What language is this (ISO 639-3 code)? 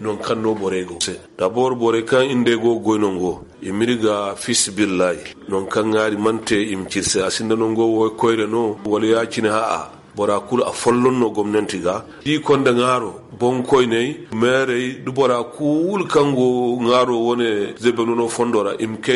dje